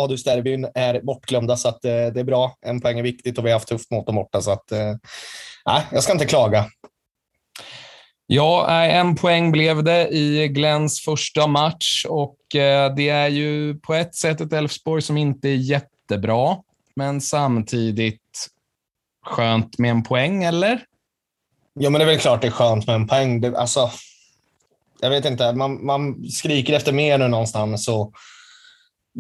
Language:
Swedish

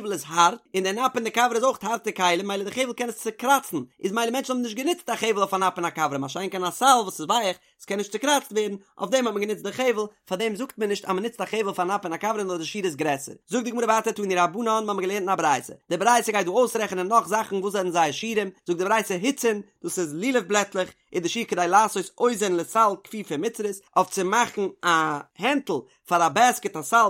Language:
Yiddish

